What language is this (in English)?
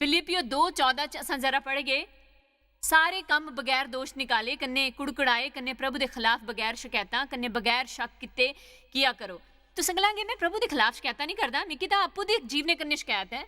Dogri